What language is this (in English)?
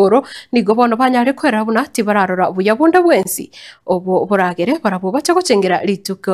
Gusii